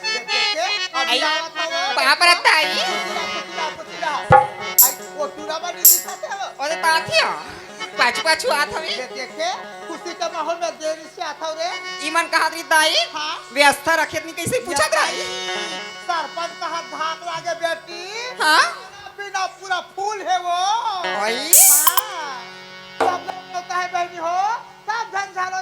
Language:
Chhattisgarhi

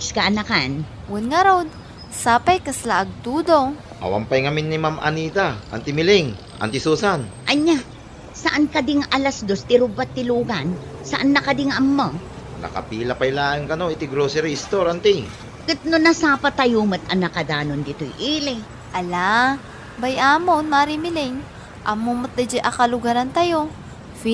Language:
Iloko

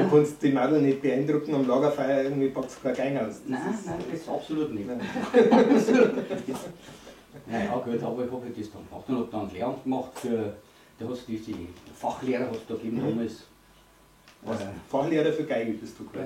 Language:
Bavarian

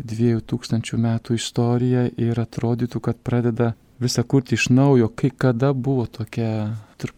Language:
Lithuanian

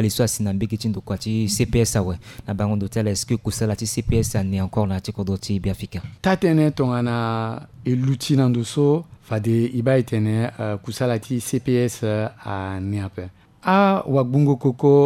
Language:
Sango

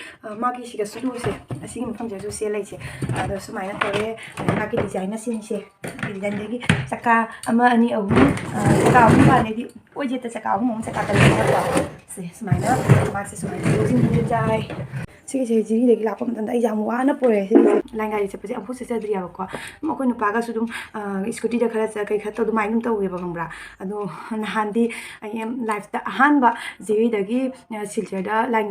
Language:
Manipuri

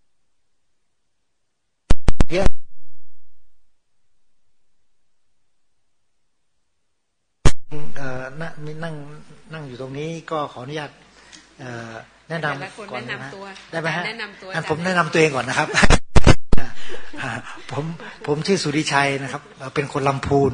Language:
Thai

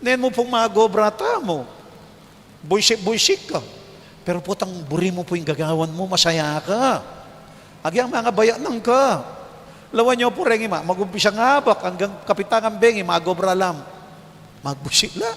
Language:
Pampanga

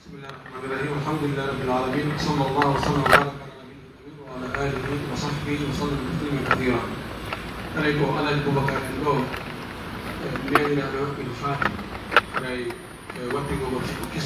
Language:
Pular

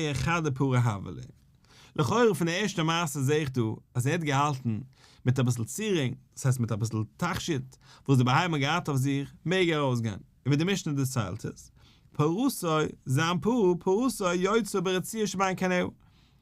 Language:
Yiddish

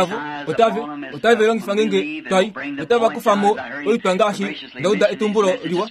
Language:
Kuanyama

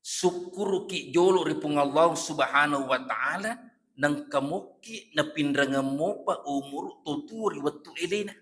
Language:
Buginese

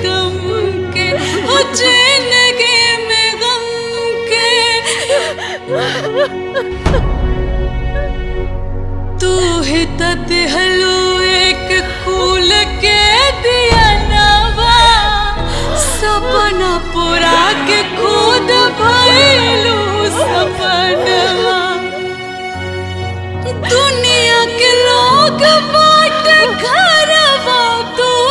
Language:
Bhojpuri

